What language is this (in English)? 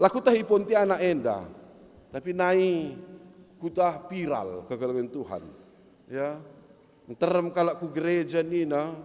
Batak Karo